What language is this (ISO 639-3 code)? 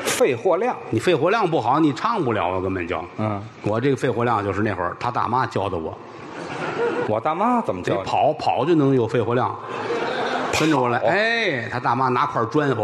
zho